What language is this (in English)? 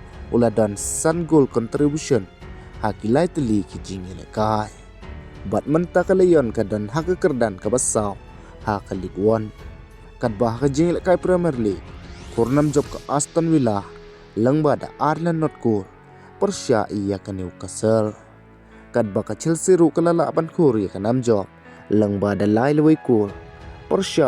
Khasi